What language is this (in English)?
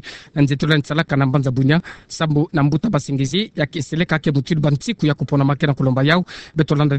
Kituba (Democratic Republic of Congo)